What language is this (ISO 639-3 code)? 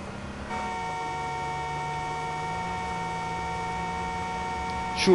nld